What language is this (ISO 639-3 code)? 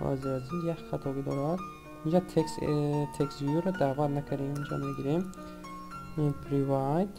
tgk